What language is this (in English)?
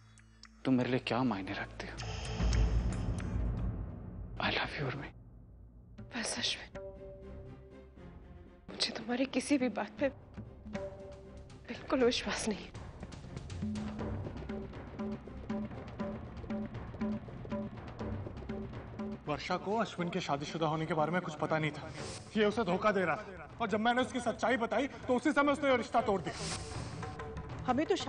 Hindi